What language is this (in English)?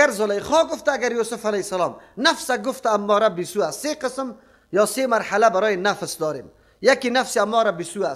Persian